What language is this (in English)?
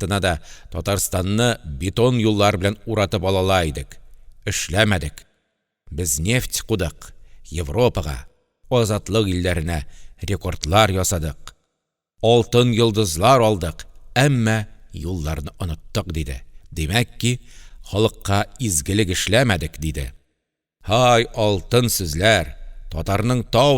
Tatar